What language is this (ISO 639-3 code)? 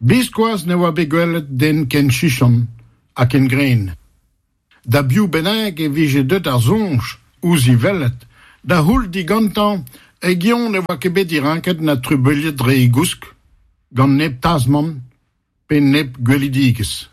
bre